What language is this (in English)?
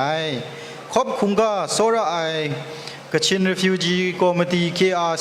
Kachin